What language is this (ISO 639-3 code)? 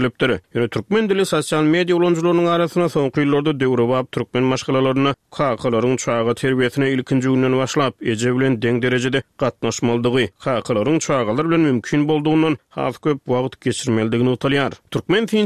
tuk